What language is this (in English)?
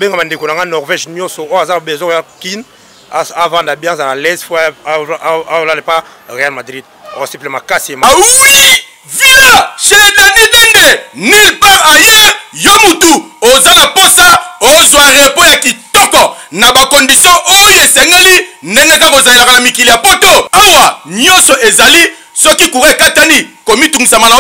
Lingala